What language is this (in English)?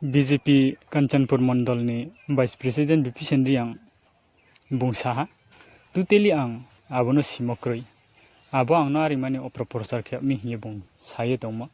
Riang (India)